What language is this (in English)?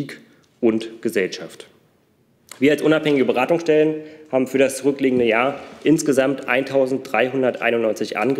German